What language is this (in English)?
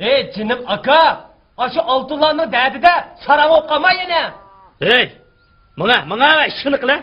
Uyghur